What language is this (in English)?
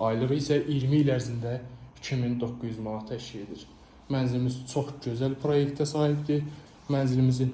Azerbaijani